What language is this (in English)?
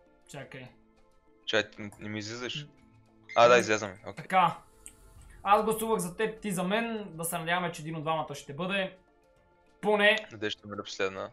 Bulgarian